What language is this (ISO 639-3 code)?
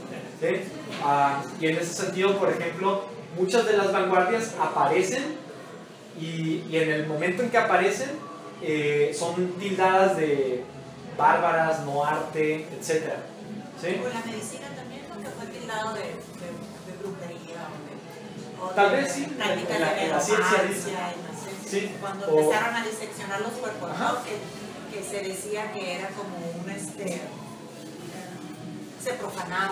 spa